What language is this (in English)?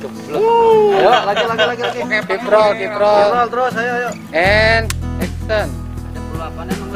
Betawi